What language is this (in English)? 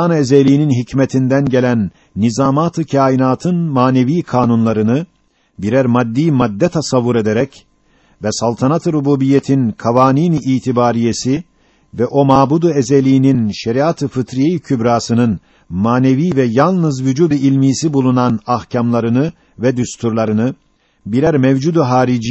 Turkish